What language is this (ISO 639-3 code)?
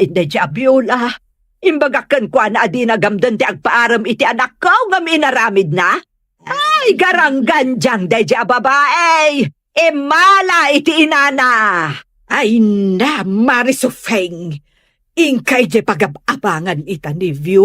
ilo